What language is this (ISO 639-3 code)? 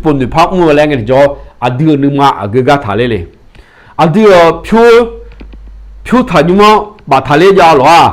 ahk